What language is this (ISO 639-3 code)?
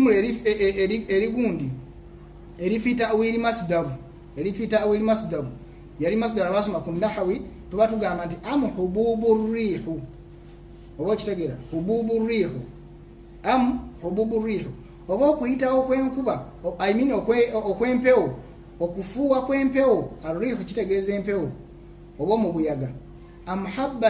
lug